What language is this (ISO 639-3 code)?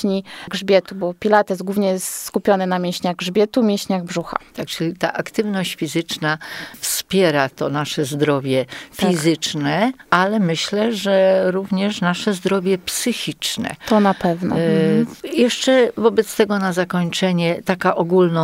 pol